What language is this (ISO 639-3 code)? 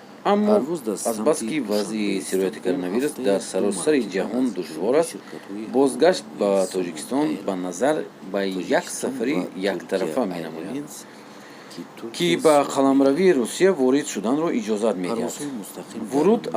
tgk